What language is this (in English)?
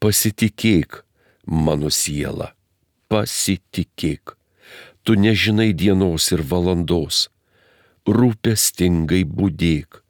Lithuanian